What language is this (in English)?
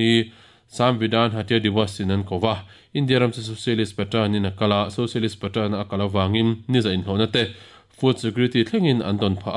Mizo